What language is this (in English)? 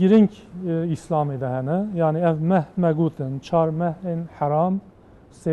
Kurdish